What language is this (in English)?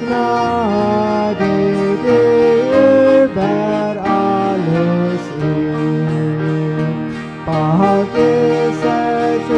Plautdietsch